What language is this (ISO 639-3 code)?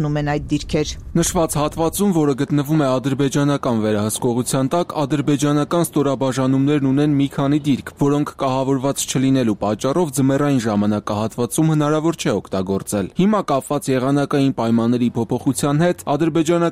hye